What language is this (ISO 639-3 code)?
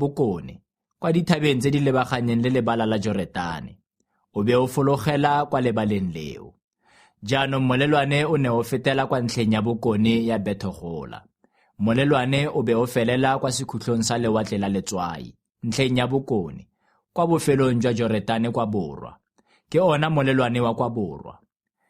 tsn